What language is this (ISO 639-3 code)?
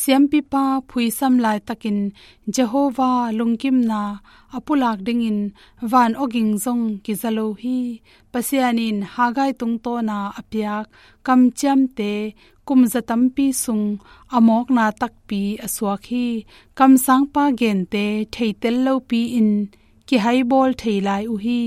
ctd